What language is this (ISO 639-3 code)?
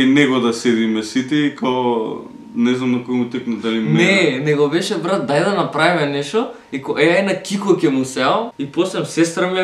mkd